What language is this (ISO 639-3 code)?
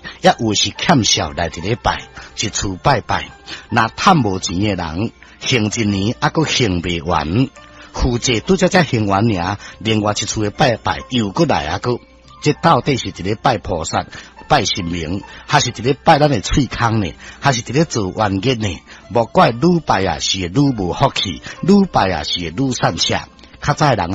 nan